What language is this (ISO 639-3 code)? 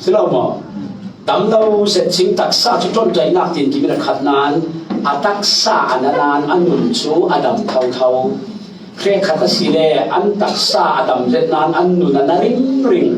cfm